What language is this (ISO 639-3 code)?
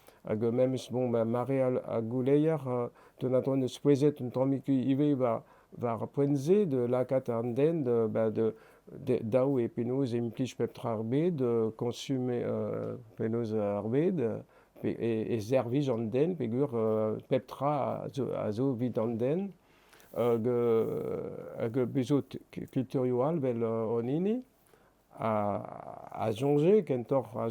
bre